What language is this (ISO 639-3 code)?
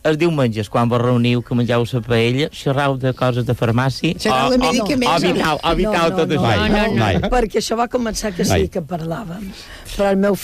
cat